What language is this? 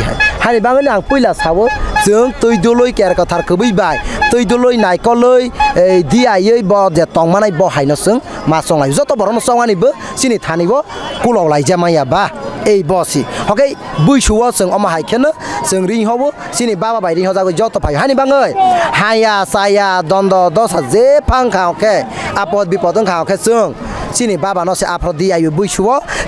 Kok Borok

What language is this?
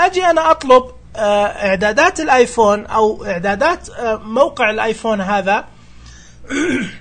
Najdi Arabic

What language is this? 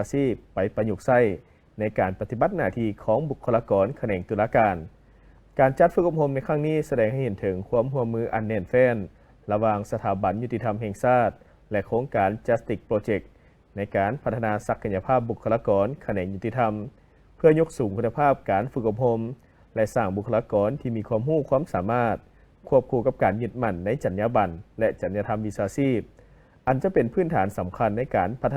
Lao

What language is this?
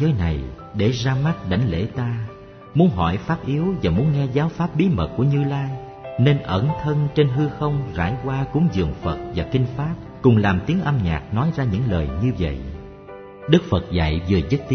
Vietnamese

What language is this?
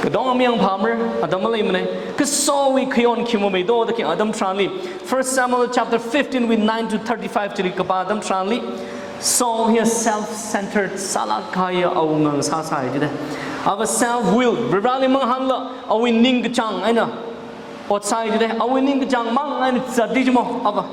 Tangkhul Naga (India)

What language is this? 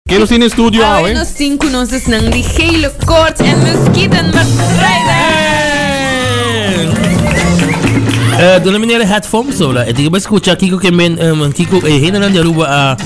Papiamento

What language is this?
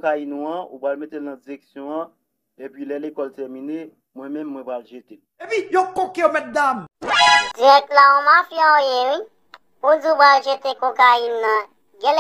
Haitian Creole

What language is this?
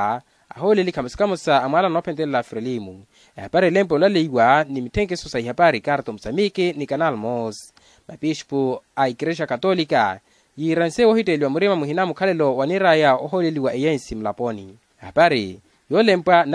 Makhuwa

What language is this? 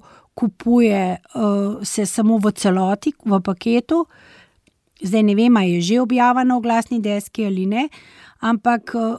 Slovenian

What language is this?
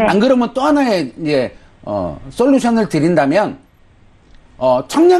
Korean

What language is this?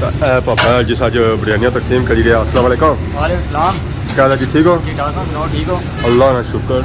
Pahari-Potwari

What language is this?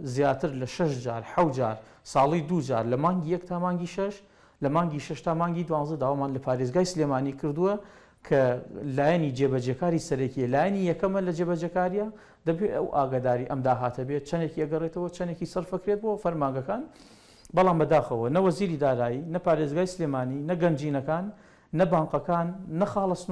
Central Kurdish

